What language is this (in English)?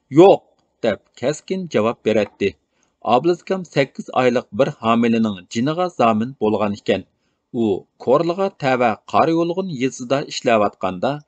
Uyghur